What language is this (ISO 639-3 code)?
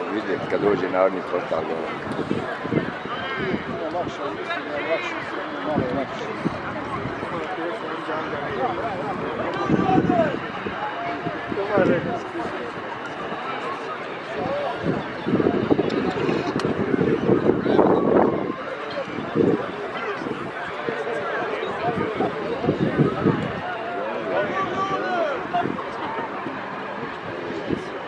hrv